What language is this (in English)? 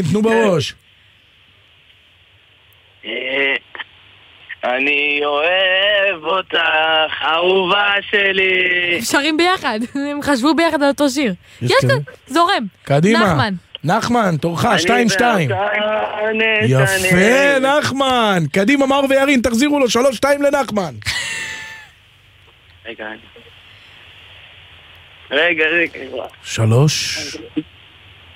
Hebrew